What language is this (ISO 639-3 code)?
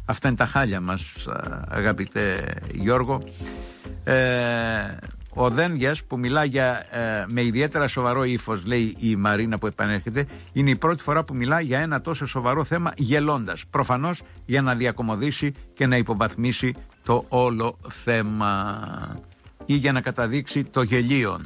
ell